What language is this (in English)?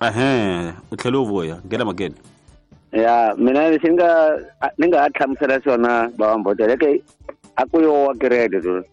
Tsonga